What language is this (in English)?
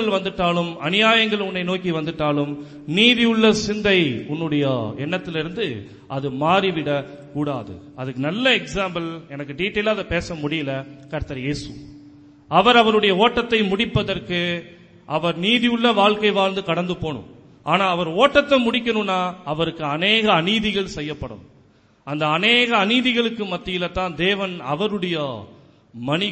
Tamil